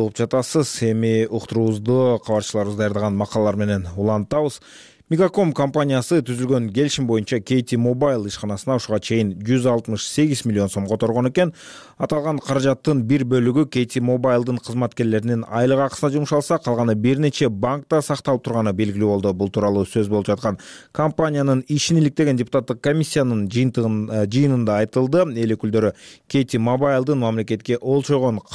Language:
Kyrgyz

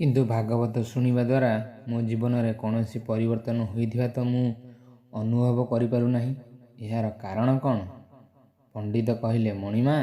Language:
Odia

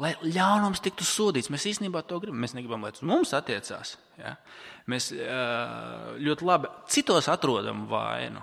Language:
Latvian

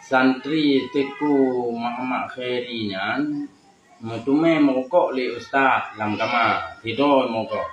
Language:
Achinese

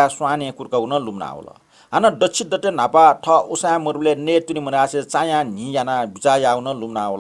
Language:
Newari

